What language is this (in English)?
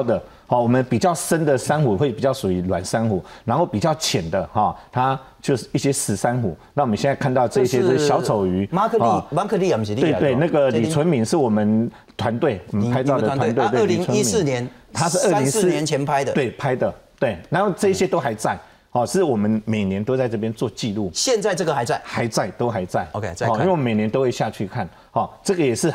Chinese